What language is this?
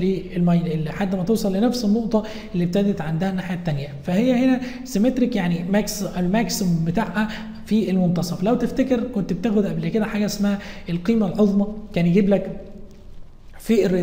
Egyptian Arabic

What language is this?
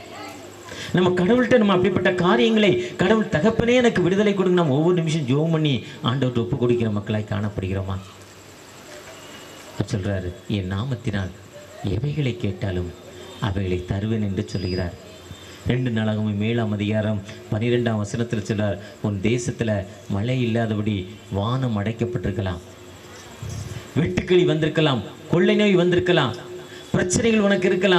Tamil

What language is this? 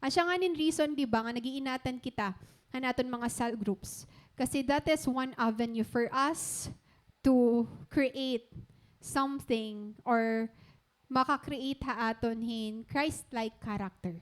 Waray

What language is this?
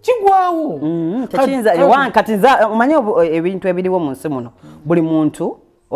Ganda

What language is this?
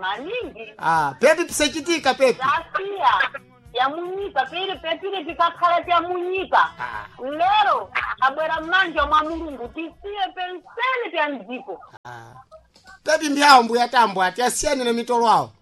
Sena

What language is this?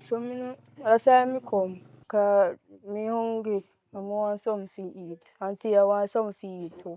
Jamaican Creole English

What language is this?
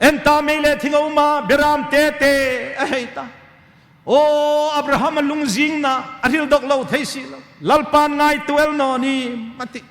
Hmar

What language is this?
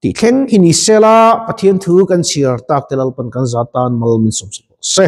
Mizo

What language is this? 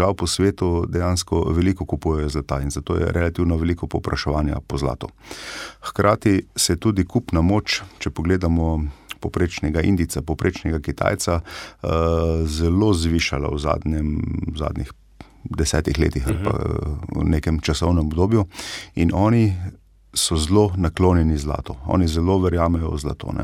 Slovenian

